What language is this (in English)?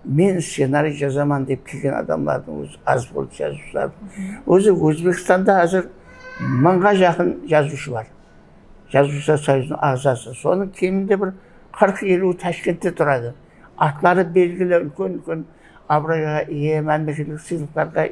Kara-Kalpak